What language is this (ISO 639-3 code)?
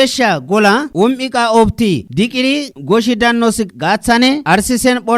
kbr